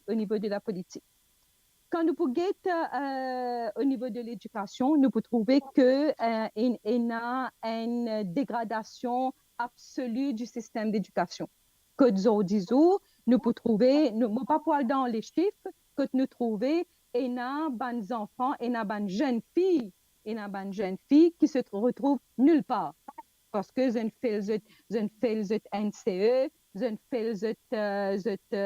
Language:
Morisyen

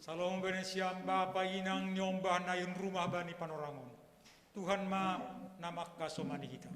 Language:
Batak Simalungun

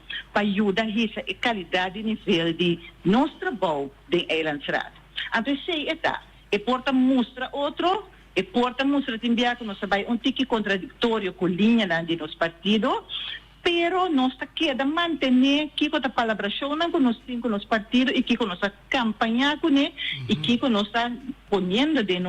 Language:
Papiamento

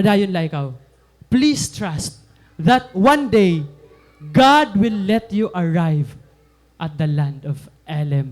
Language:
Waray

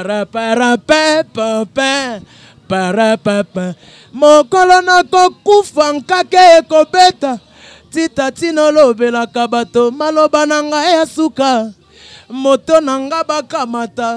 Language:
Lingala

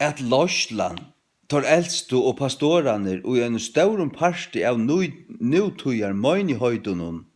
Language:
Faroese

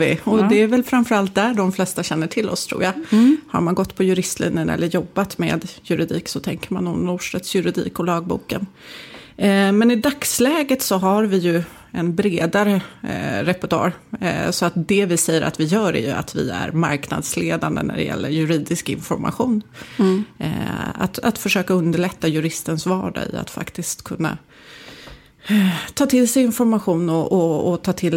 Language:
Swedish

